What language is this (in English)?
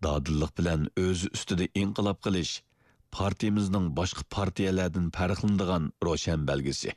Uyghur